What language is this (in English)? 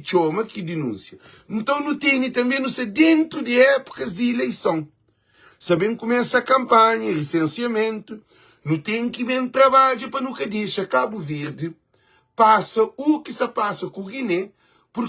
Kabuverdianu